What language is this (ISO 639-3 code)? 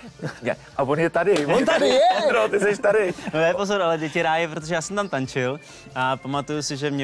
ces